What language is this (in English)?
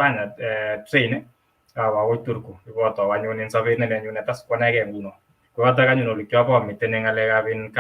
Kalenjin